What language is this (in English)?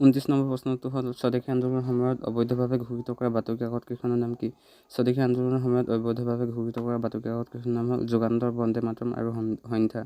Assamese